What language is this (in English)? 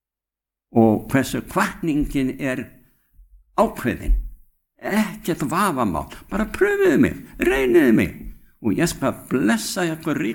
Icelandic